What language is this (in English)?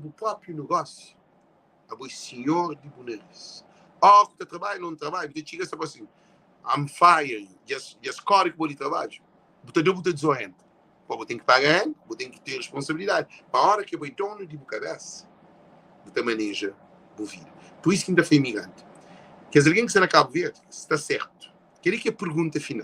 Kabuverdianu